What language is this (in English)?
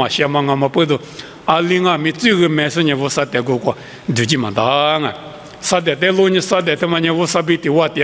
Lisu